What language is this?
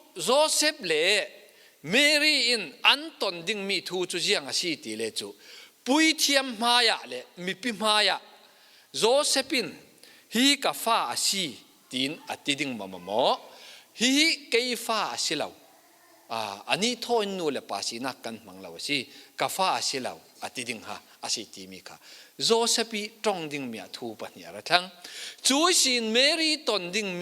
Falam Chin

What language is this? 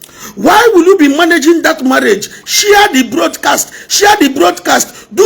Igbo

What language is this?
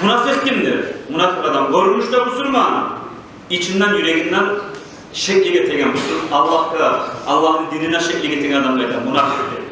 Kumyk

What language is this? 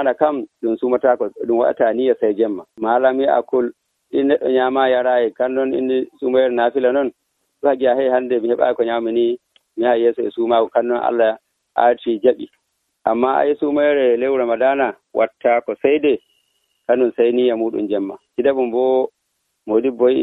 Nigerian Fulfulde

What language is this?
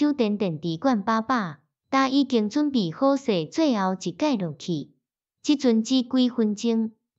Min Nan Chinese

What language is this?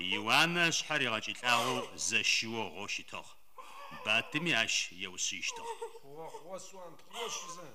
Adyghe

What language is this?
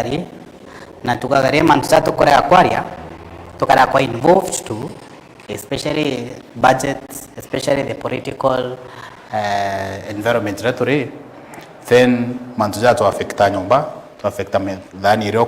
Meru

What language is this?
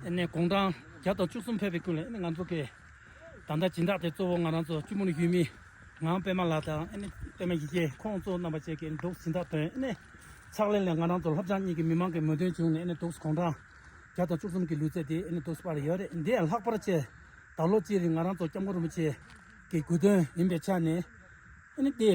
Tibetan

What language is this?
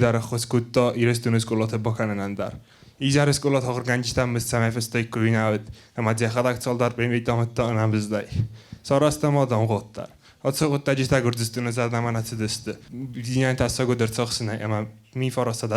Ossetic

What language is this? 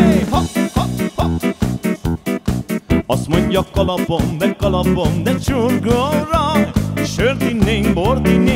Hungarian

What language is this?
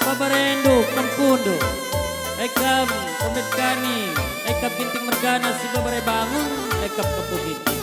Batak Karo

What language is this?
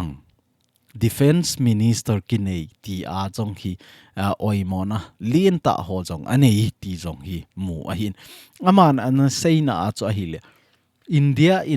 Thado Chin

